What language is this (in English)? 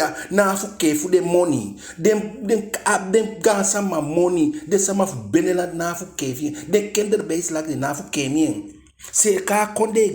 Eastern Maroon Creole